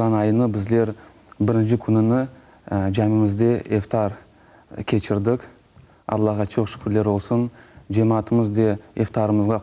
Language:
Crimean Tatar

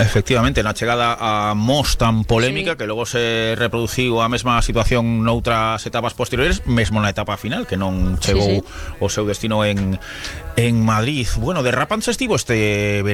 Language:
Galician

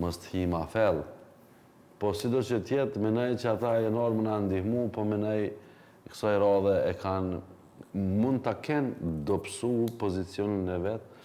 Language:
Albanian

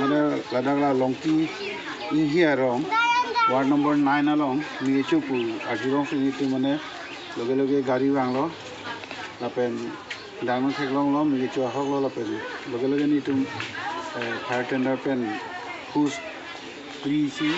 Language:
Karbi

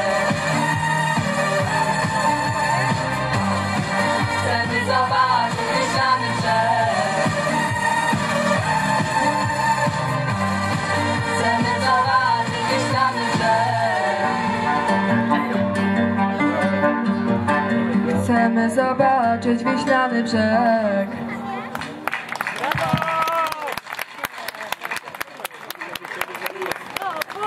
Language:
Polish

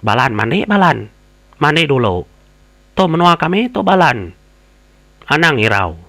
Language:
Iban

